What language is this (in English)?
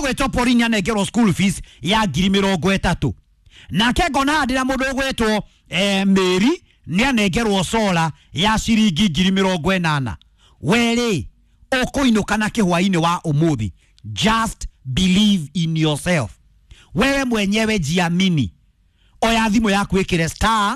Kikuyu